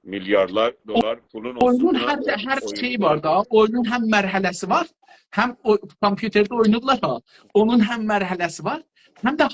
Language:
South Azerbaijani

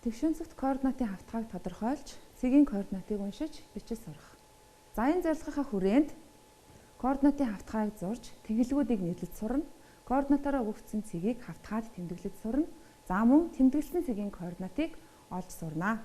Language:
Mongolian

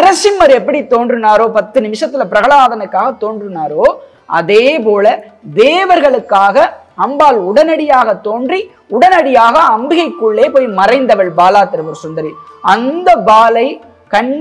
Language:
Tamil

